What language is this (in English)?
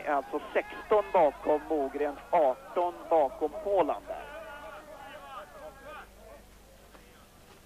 Swedish